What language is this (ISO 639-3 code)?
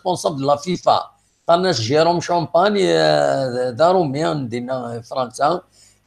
kab